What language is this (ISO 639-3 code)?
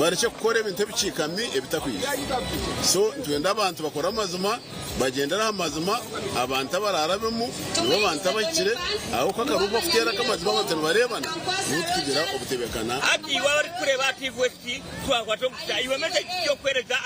nyn